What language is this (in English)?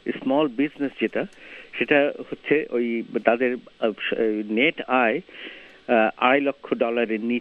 Bangla